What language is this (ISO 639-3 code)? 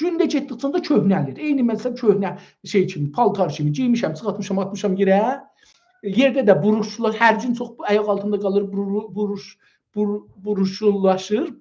azb